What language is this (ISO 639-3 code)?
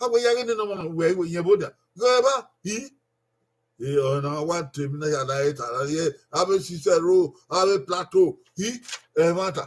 bin